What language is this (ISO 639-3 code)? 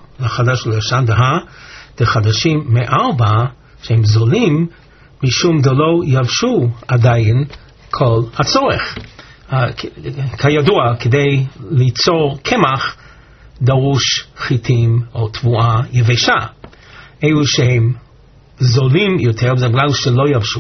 heb